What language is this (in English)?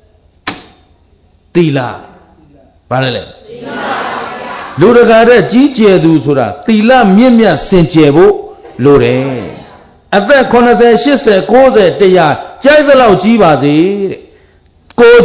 Burmese